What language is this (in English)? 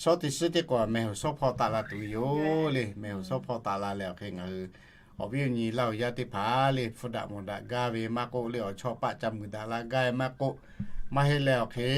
Lahu